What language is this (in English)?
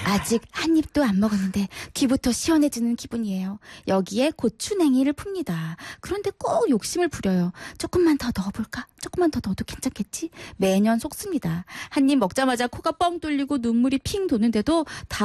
Korean